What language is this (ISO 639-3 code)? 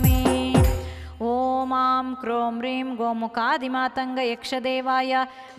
kan